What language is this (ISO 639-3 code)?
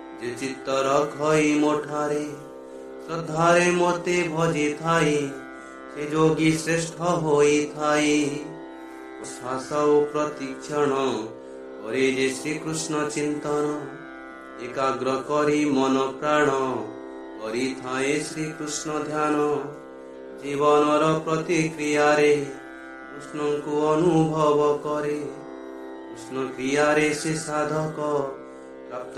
ori